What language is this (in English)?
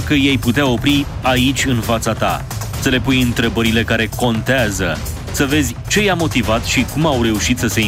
Romanian